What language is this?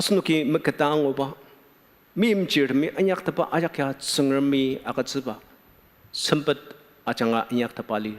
Ao Naga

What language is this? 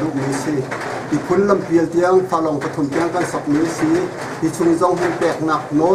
Hakha Chin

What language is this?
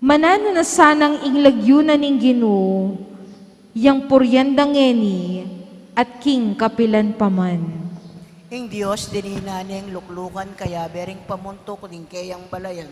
Pampanga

